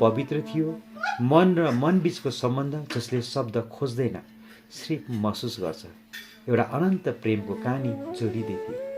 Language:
Nepali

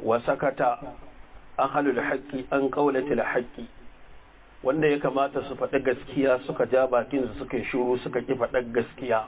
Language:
Hausa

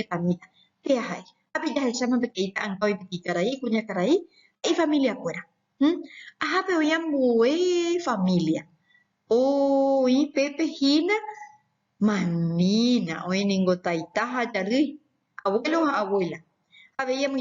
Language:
Guarani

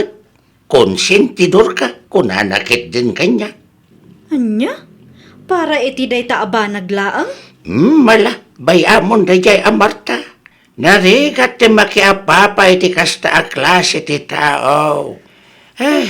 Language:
Iloko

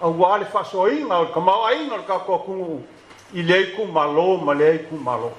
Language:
Samoan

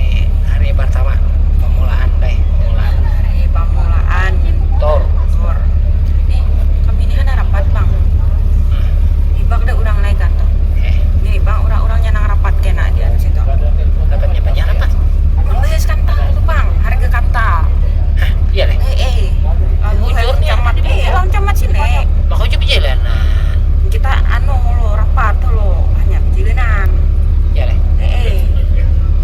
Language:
Banjar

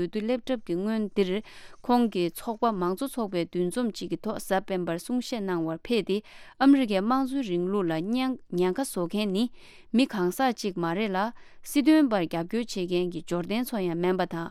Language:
Tibetan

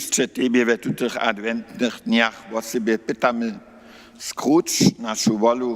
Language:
Upper Sorbian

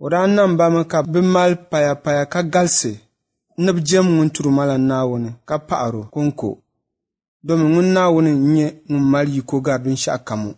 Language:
Dagbani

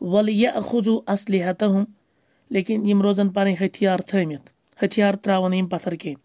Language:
Kashmiri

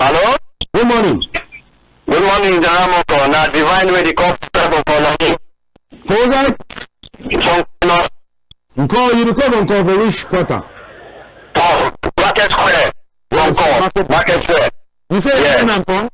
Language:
Cameroon Pidgin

